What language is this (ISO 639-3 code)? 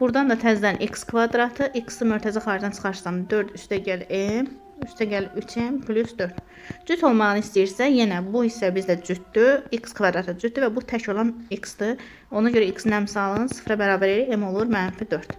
aze